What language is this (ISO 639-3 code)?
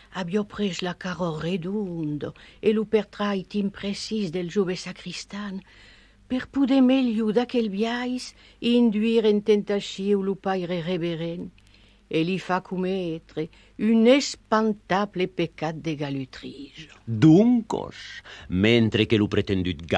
oci